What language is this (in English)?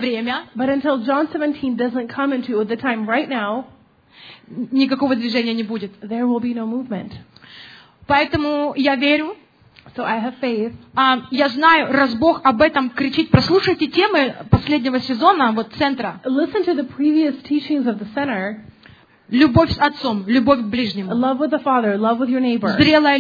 Russian